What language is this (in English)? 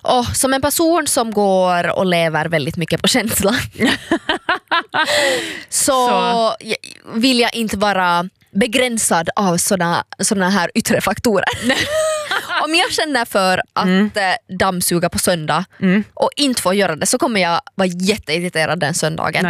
Swedish